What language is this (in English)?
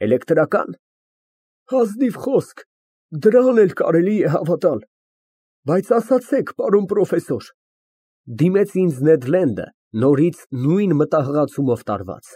Armenian